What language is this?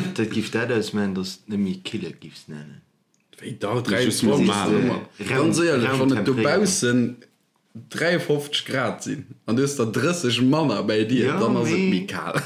Luxembourgish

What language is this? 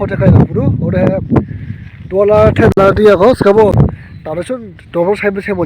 Dimasa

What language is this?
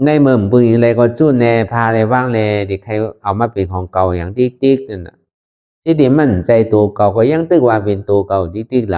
Shan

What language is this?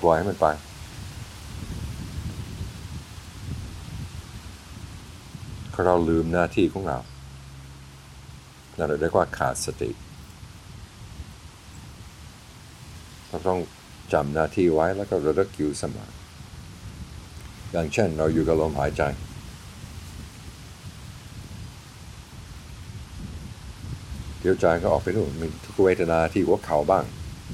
Thai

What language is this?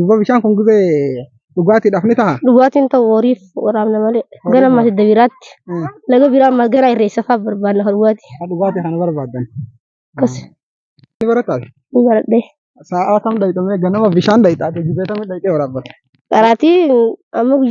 Oromo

